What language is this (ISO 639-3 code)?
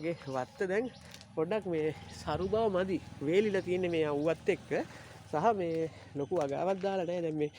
sin